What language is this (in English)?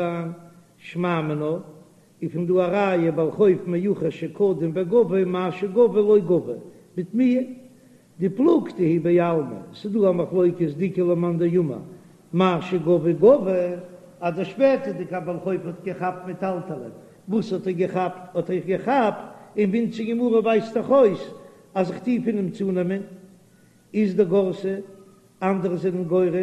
Yiddish